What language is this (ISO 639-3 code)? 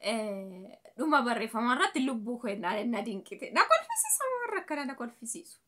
orm